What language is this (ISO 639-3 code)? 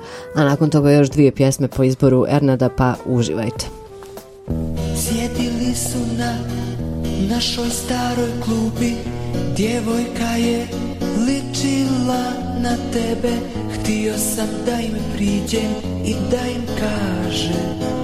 bos